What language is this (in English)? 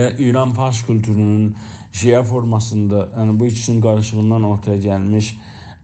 South Azerbaijani